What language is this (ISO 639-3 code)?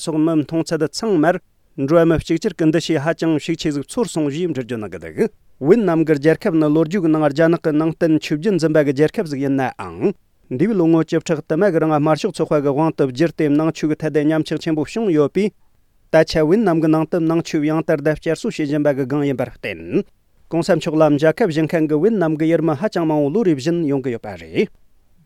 bod